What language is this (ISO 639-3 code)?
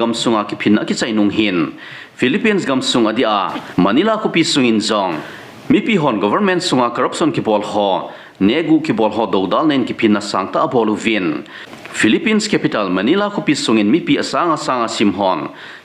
tcz